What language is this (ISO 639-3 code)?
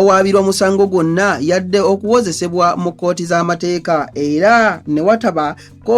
lug